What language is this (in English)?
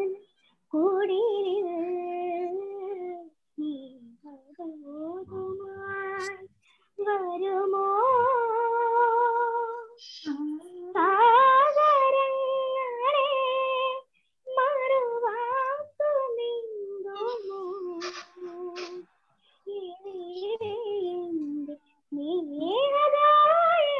Malayalam